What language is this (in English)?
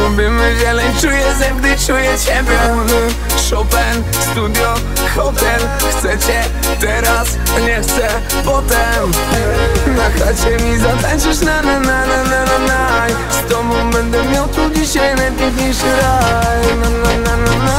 Polish